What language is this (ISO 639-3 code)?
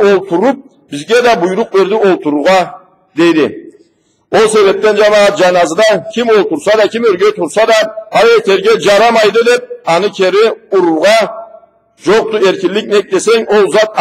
krc